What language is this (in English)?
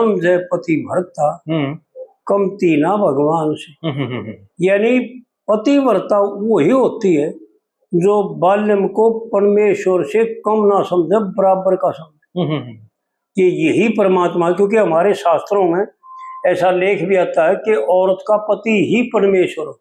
Haryanvi